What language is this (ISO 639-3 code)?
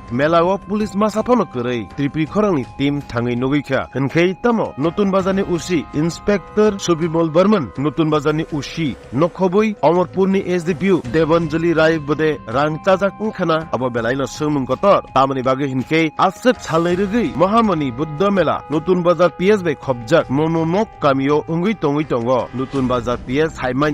trp